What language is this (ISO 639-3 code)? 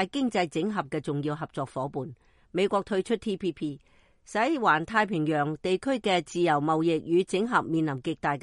yue